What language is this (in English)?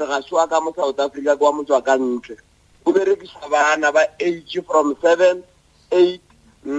Northern Sotho